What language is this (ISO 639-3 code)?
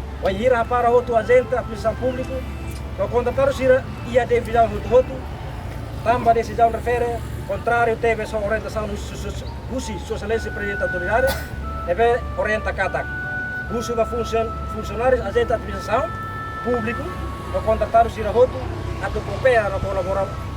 tet